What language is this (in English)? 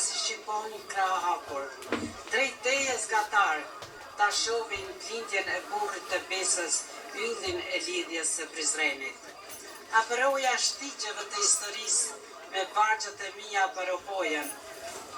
Albanian